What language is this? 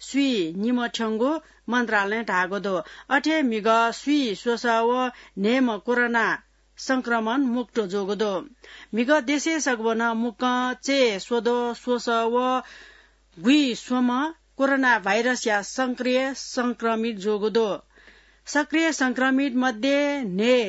Newari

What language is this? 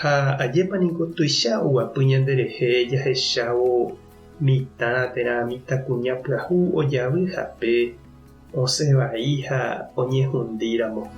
Guarani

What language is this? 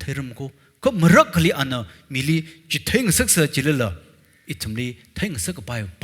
Tangkhul Naga (India)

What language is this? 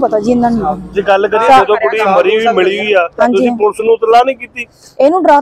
Punjabi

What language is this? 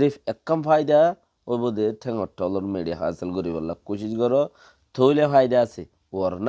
Rohingya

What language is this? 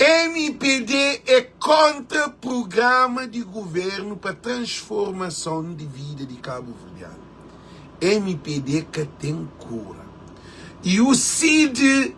Kabuverdianu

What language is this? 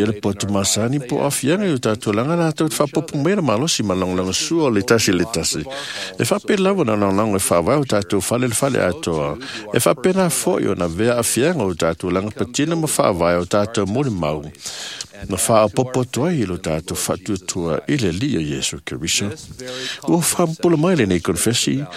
Samoan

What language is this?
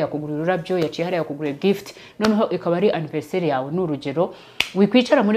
Kinyarwanda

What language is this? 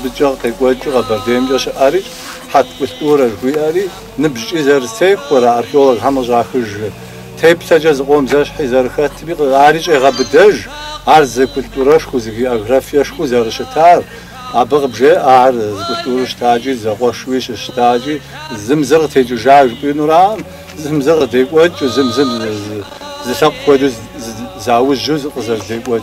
Kabardian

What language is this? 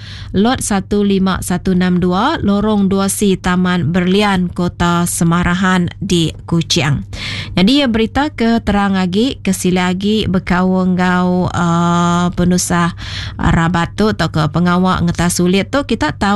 Iban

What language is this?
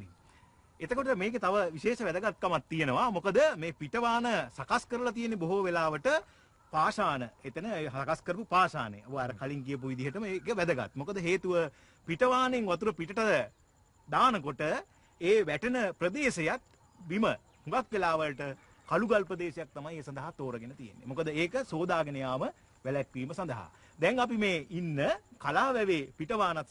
Sinhala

